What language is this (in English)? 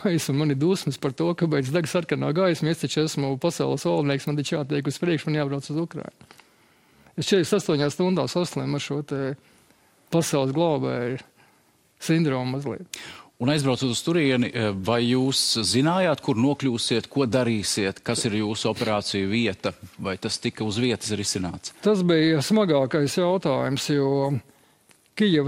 Latvian